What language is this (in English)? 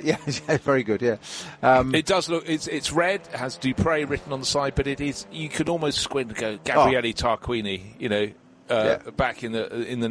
English